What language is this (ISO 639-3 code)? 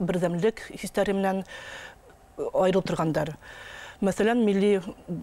bak